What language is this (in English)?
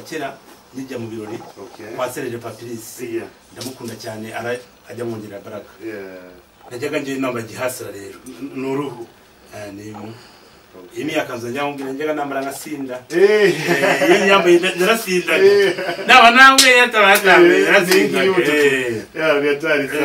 Kinyarwanda